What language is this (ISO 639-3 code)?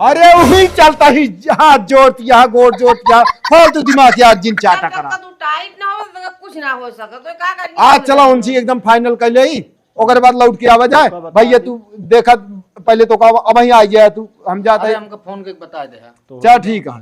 awa